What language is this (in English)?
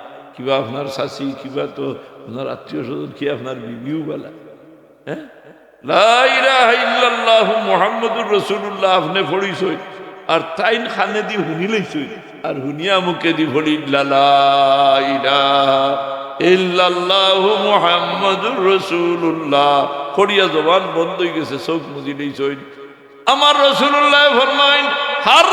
Sylheti